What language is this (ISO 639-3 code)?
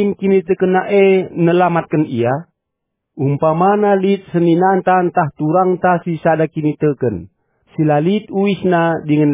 btx